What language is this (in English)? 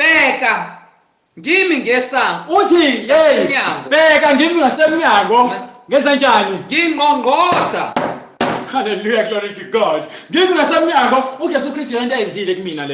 Zulu